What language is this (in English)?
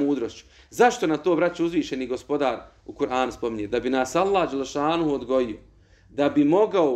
Bosnian